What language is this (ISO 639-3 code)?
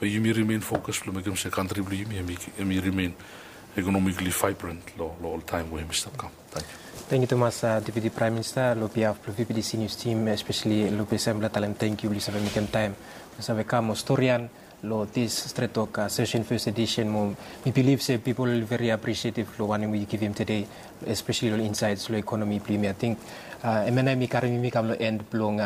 bis